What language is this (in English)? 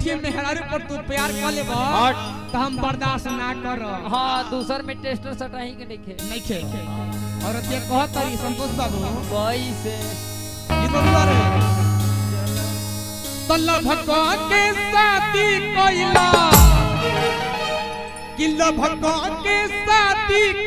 Bhojpuri